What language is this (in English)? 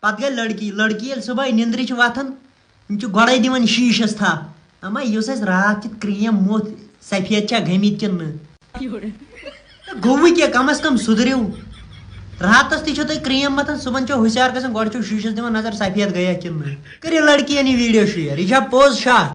Kashmiri